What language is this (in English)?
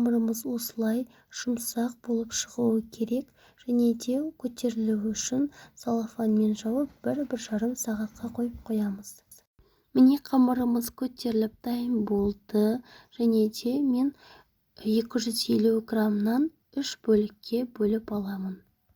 Kazakh